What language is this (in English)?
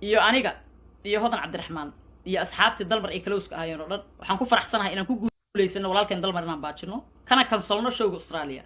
Somali